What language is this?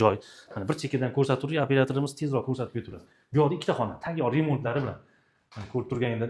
Uzbek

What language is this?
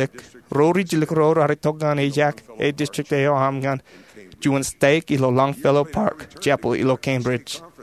Marshallese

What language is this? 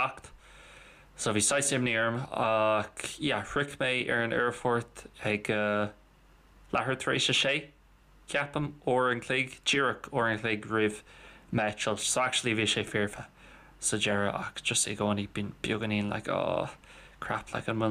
Irish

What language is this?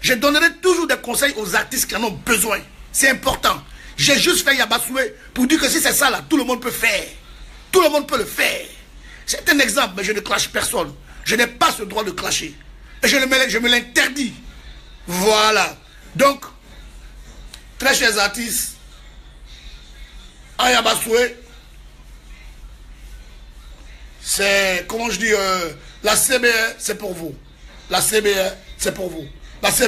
French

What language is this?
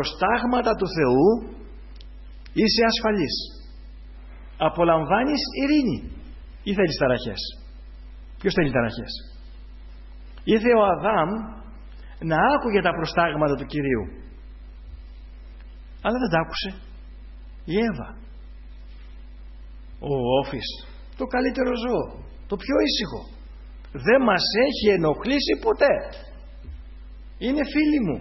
Greek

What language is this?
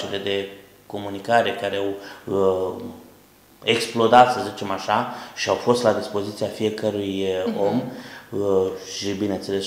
Romanian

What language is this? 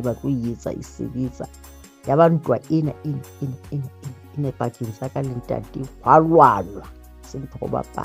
Southern Sotho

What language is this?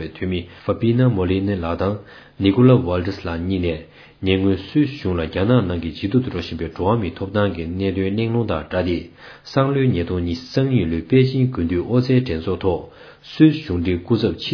Tibetan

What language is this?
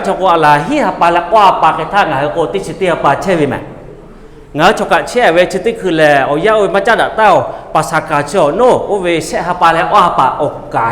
Lahu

